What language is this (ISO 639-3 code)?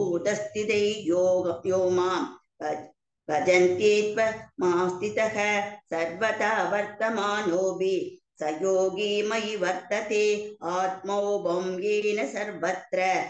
san